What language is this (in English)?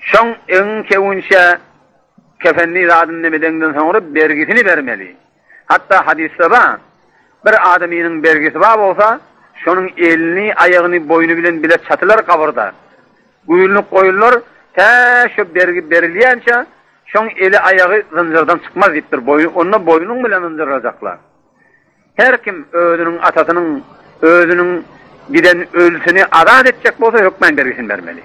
Turkmen